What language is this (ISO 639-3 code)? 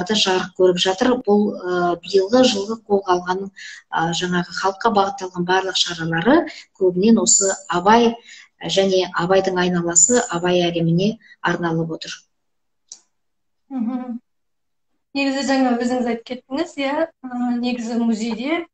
kaz